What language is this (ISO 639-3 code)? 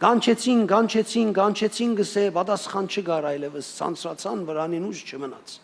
hyw